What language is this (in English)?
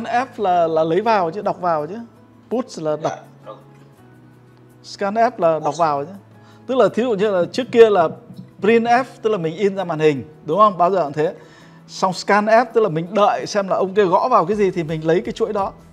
Vietnamese